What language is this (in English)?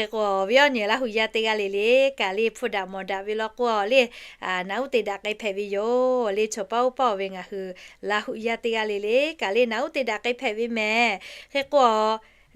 Lahu